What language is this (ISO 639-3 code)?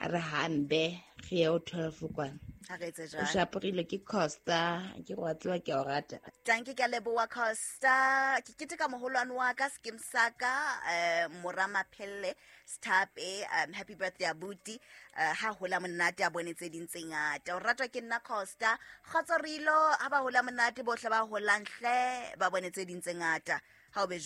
sot